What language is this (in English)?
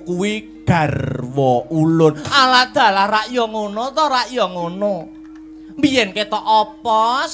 Javanese